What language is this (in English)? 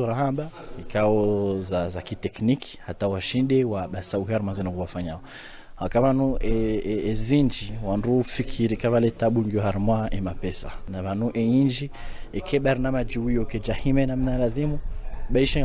Swahili